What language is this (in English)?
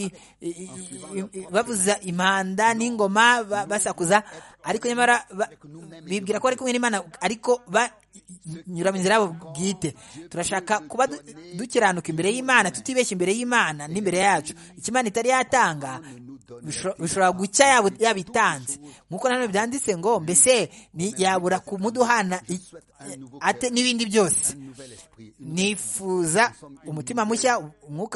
Kinyarwanda